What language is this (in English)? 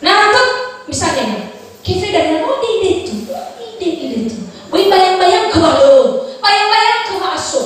Nias